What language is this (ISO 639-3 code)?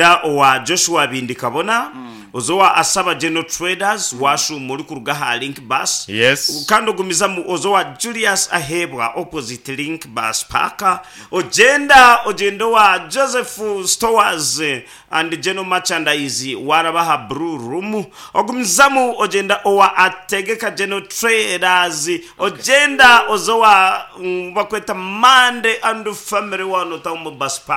nyn